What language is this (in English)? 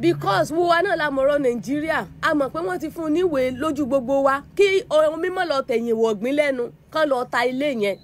Yoruba